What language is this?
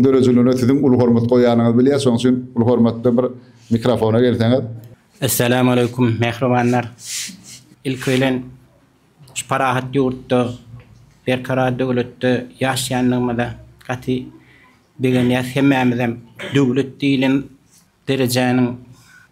Turkmen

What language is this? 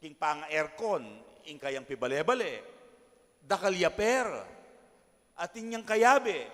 Pampanga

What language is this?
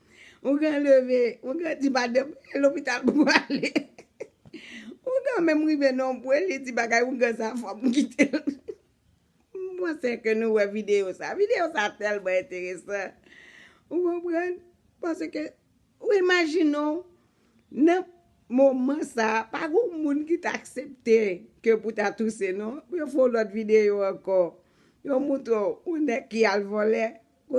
Haitian Creole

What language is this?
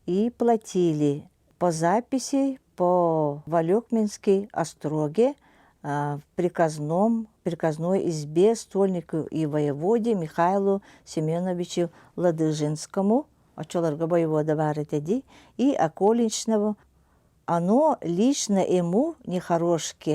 Yakut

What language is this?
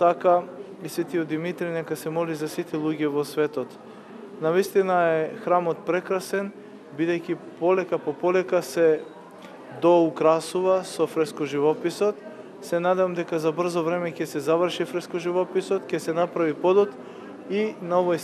Macedonian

